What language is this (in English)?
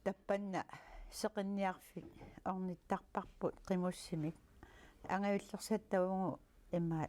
Kalaallisut